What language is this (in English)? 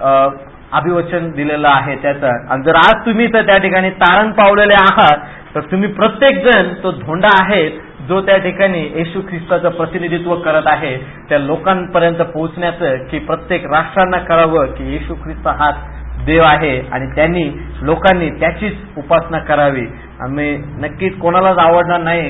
Marathi